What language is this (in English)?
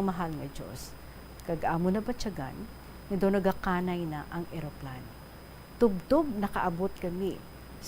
Hiligaynon